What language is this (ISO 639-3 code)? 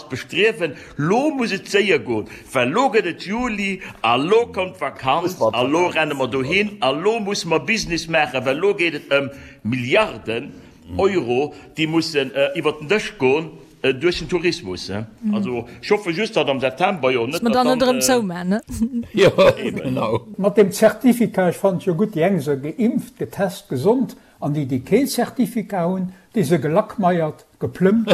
ltz